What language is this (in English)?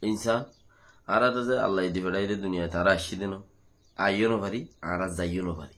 Rohingya